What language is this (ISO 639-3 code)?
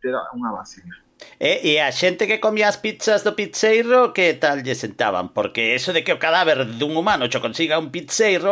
glg